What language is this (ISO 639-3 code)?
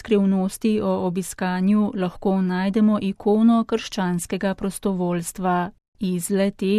slv